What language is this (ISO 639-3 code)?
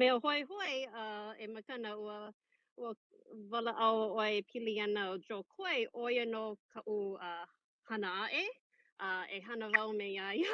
haw